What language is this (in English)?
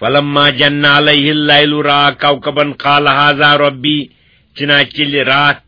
Kashmiri